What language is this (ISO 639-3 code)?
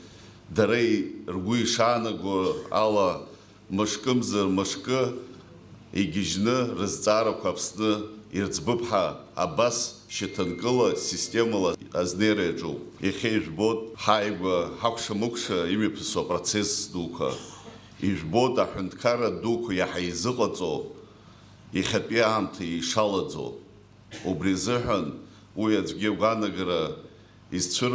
abk